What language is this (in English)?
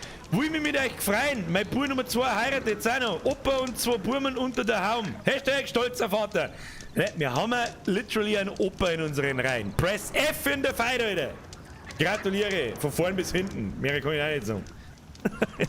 Bavarian